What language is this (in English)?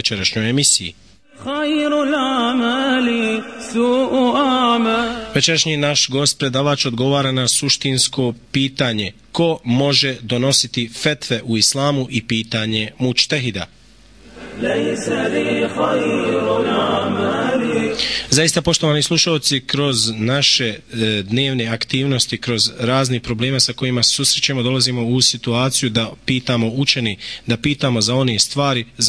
Bosnian